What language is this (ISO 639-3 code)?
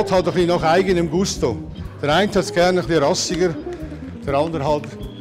gsw